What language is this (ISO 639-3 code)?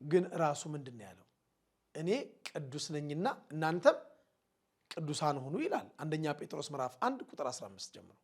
amh